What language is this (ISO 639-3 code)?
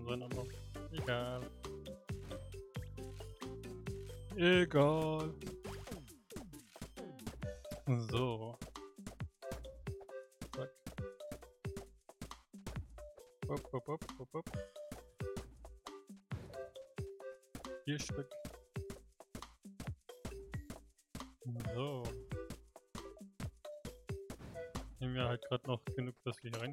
deu